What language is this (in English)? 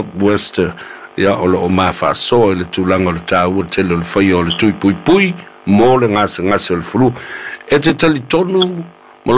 Samoan